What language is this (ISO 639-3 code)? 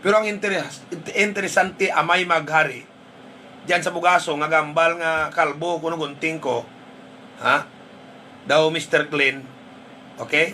hil